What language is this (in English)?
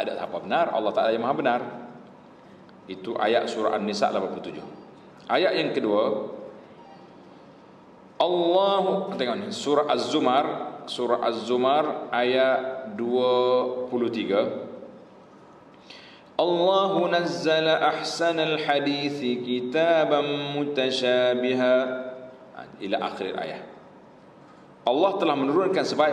Malay